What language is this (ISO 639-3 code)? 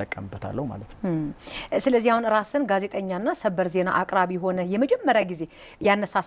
amh